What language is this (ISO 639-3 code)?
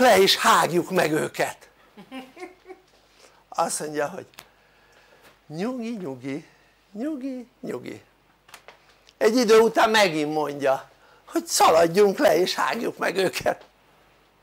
hun